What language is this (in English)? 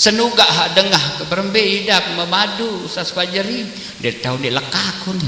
Sasak